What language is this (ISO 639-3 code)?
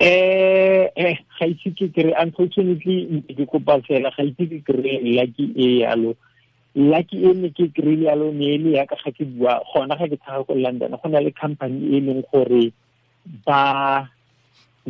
tsn